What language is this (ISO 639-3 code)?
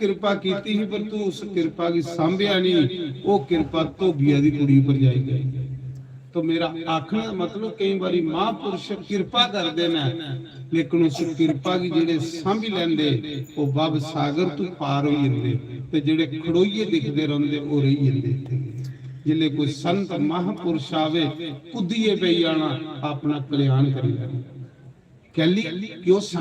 doi